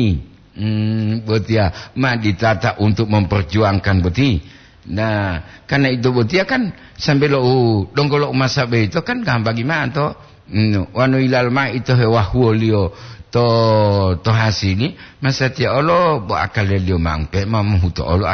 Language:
Gorontalo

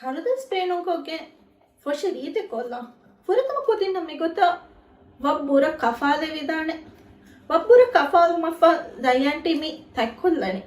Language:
Divehi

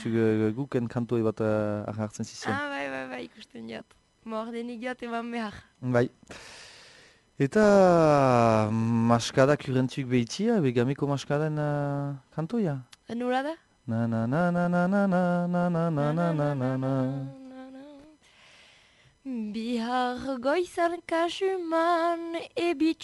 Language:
Basque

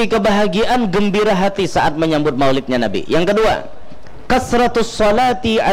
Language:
Banjar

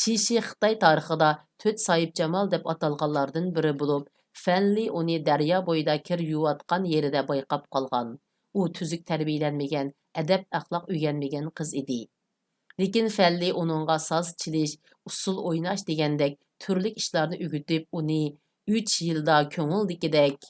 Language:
Uyghur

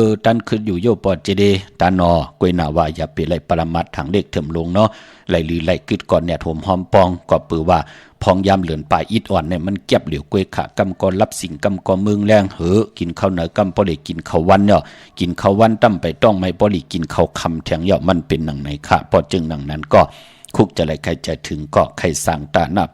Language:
Shan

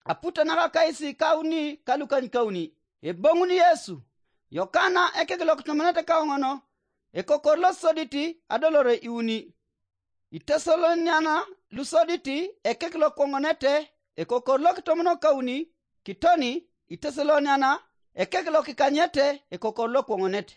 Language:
Teso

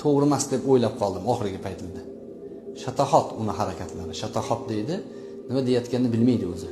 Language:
Uzbek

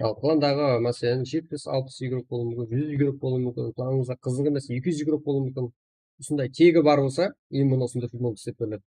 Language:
Kara-Kalpak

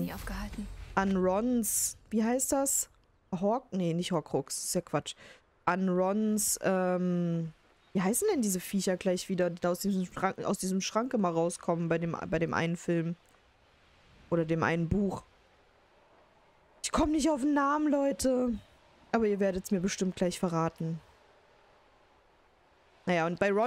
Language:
German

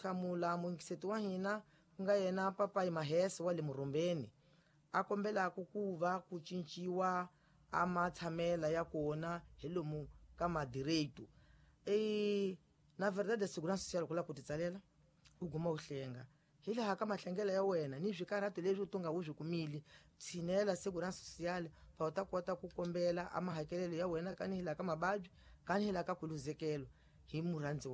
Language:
Tsonga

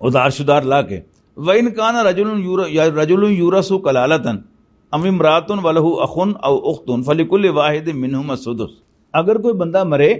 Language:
Western Panjabi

